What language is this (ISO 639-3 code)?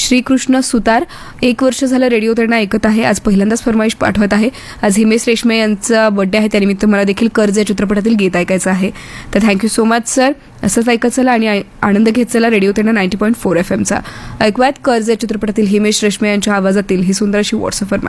mar